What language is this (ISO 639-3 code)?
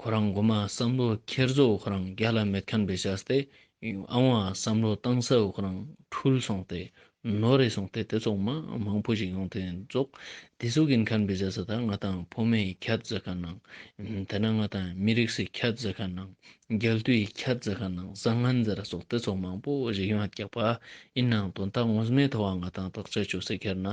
lbj